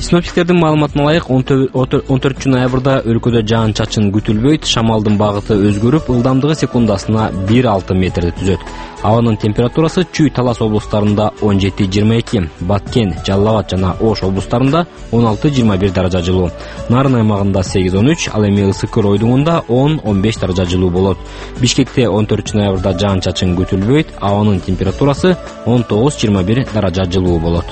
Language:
Kyrgyz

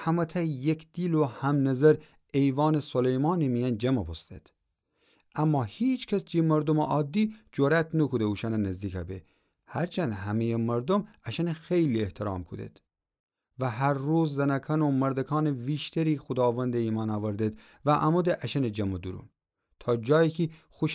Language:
Gilaki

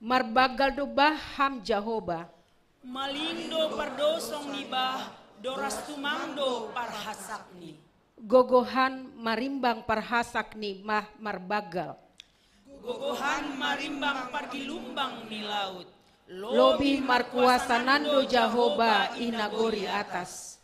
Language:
Batak Simalungun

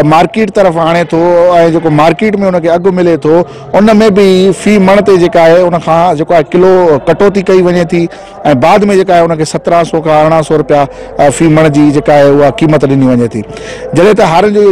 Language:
Sindhi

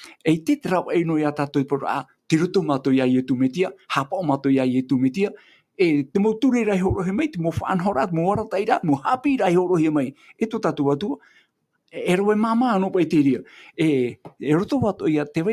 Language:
Tahitian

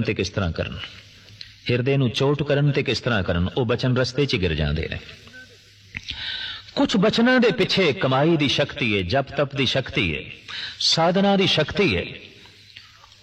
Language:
Punjabi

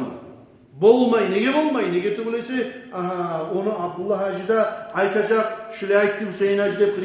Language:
Kumyk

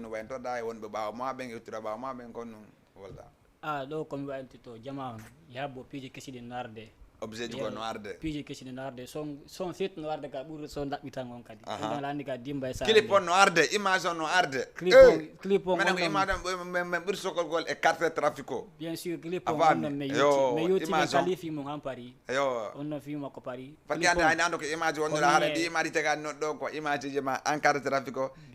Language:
Fula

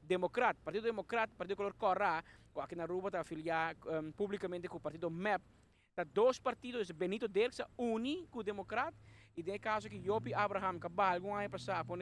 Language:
Papiamento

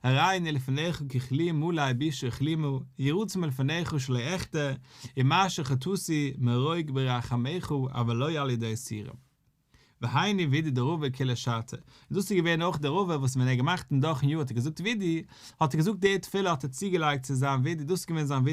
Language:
Yiddish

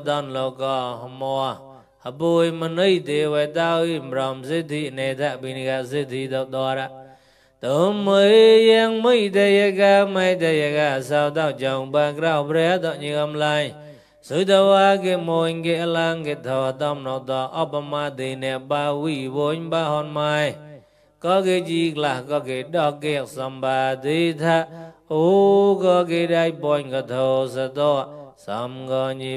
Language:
Mon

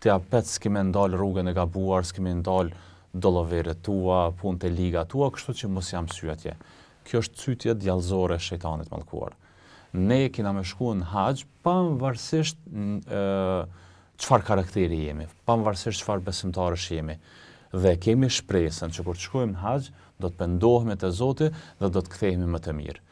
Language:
Albanian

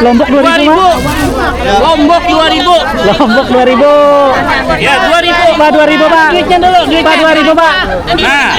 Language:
Banjar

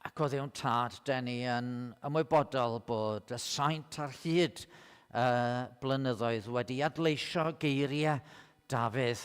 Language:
Welsh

